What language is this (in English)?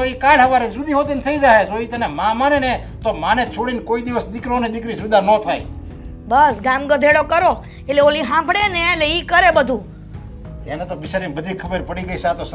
Gujarati